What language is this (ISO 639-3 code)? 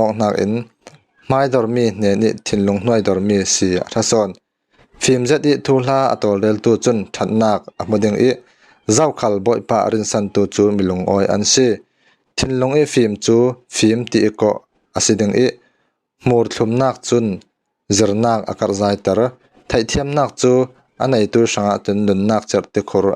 cfm